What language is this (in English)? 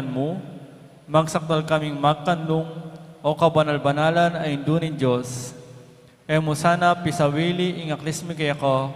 Pampanga